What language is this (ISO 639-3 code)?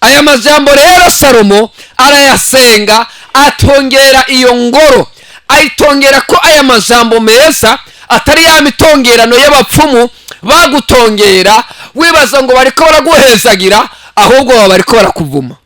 run